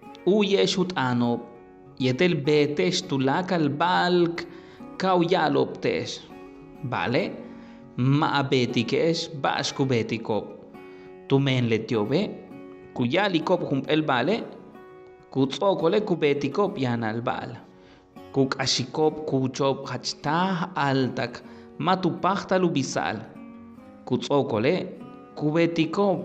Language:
Yucateco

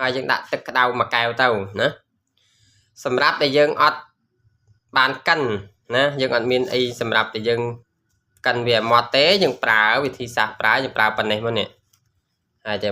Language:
Khmer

